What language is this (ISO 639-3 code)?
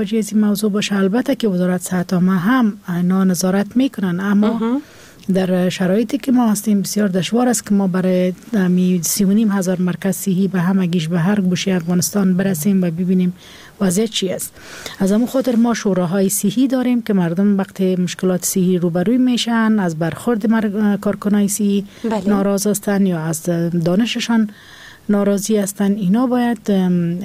fas